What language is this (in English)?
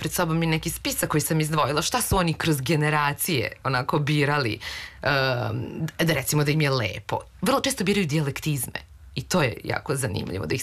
Serbian